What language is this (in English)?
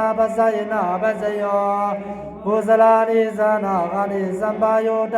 Pali